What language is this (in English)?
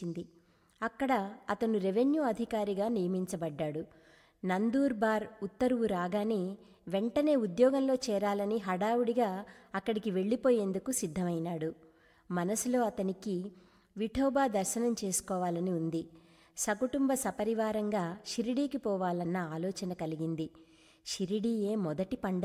Telugu